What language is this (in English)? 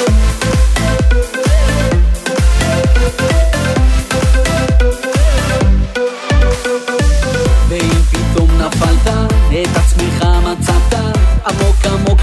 Hebrew